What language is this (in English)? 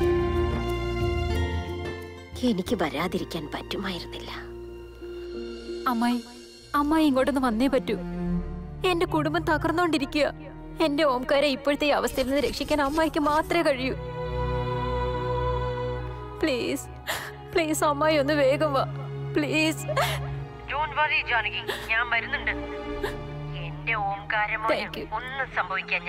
Malayalam